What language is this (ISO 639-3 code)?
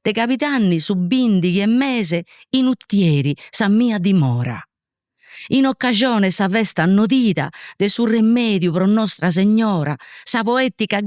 srd